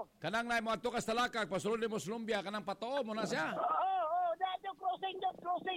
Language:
Cebuano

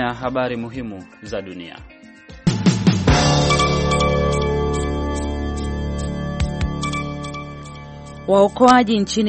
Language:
Swahili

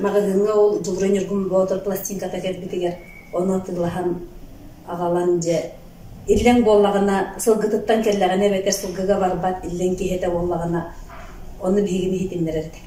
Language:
Yakut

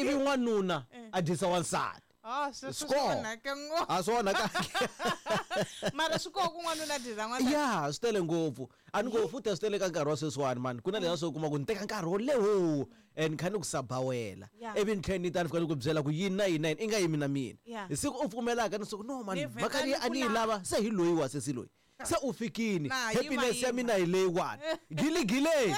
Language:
Tsonga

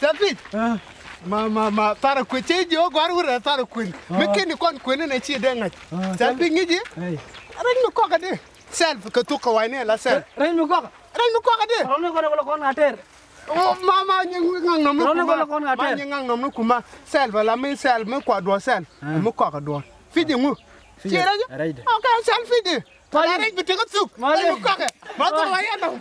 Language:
Nuer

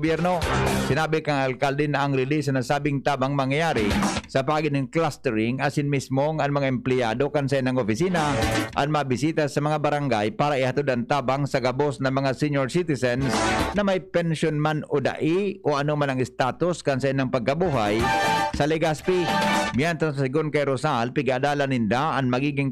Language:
Bikol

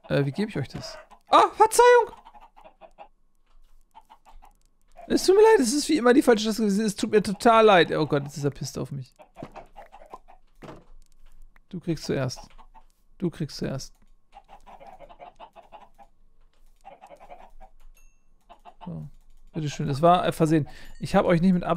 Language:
German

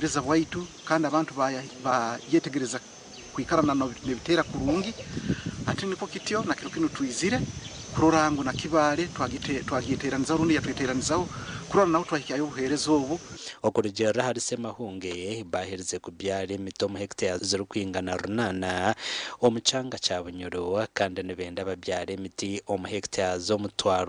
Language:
Nyankole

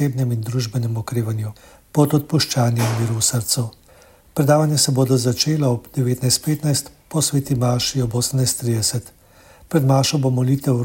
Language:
Slovenian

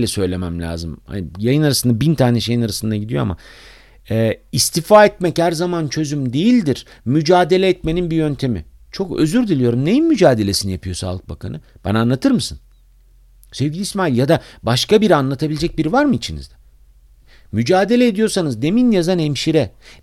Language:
Turkish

